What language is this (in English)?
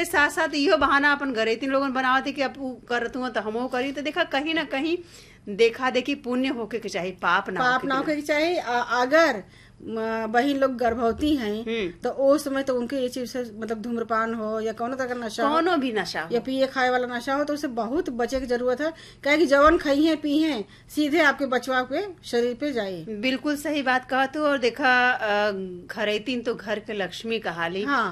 Bhojpuri